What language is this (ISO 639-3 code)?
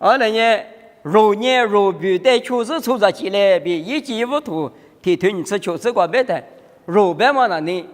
lis